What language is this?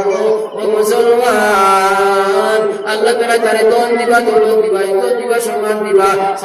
Sylheti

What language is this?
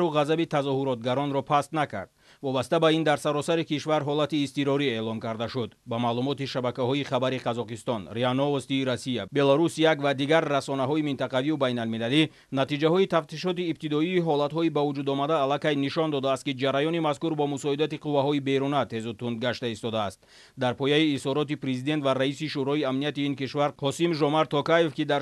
Tajik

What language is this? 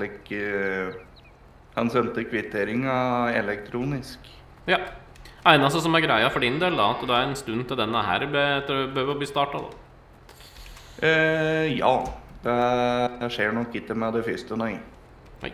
Norwegian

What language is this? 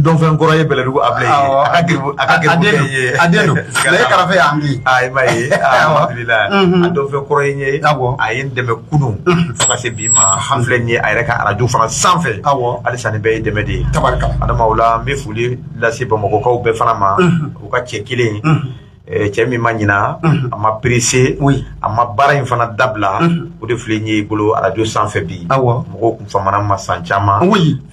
Bambara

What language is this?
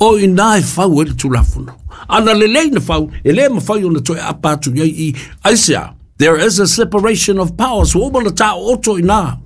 Samoan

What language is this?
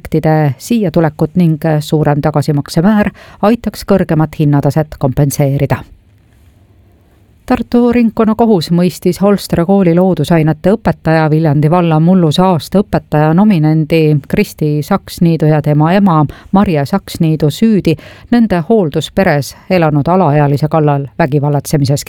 Estonian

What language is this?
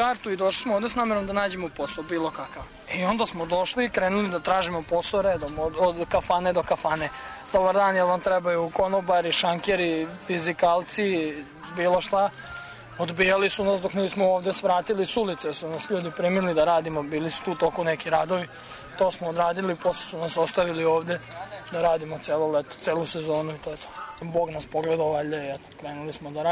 Serbian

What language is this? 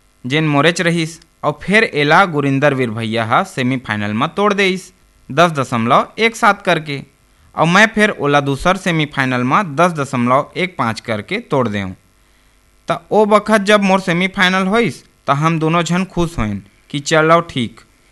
Chhattisgarhi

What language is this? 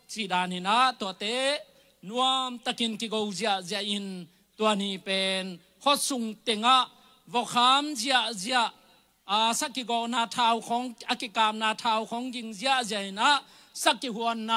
Tedim Chin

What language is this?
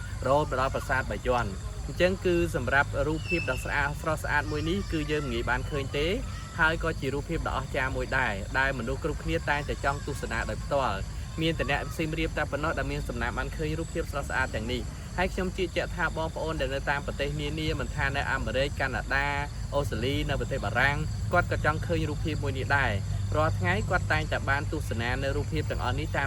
Khmer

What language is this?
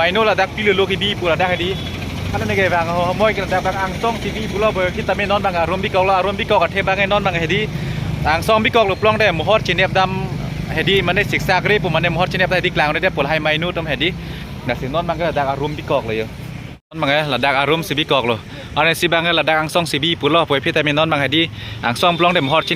Karbi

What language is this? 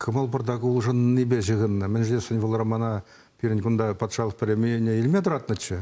Chuvash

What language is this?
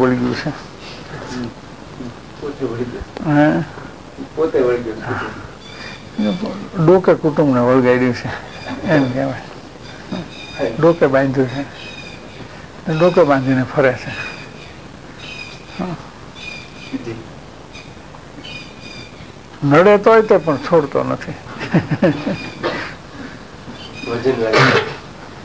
Gujarati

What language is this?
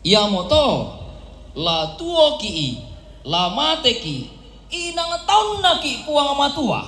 Toraja-Sa'dan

